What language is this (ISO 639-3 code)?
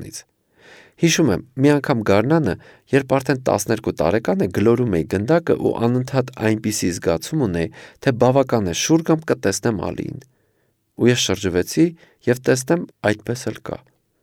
hye